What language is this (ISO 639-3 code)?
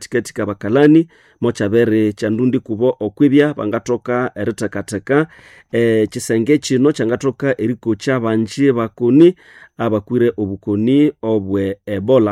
nnb